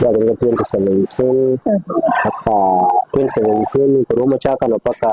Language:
Gusii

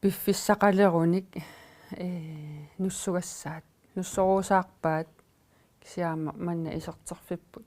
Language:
Kalaallisut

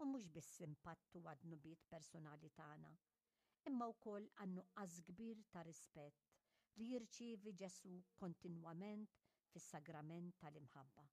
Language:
Maltese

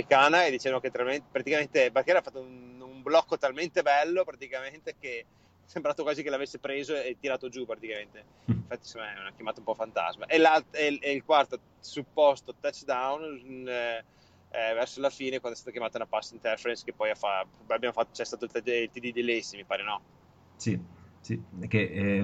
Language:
Italian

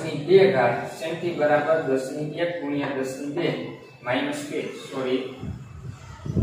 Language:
Gujarati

